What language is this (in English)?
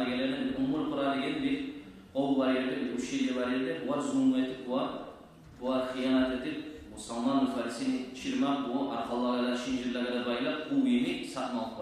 Kumyk